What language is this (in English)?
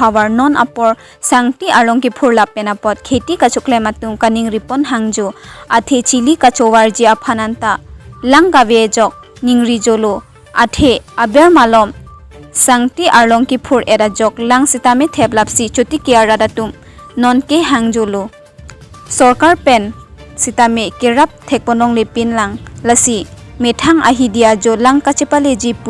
Karbi